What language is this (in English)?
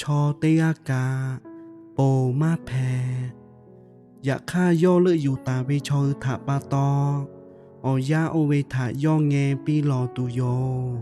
Lahu